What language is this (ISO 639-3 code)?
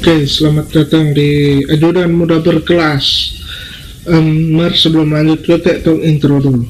xmm